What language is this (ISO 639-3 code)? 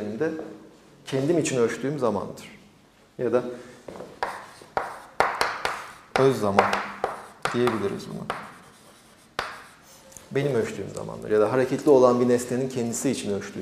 tur